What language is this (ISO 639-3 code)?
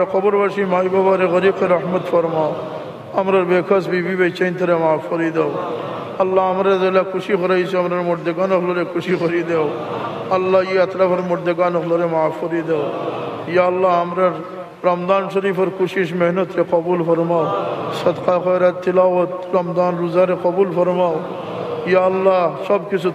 syl